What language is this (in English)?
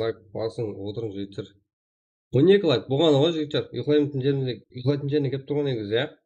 Kara-Kalpak